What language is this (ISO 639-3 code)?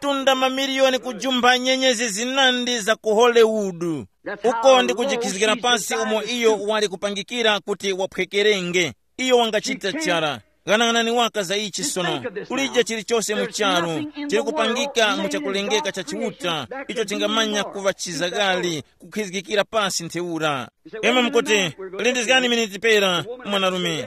tum